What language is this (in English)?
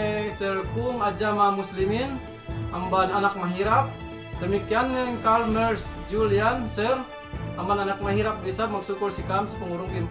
Yakan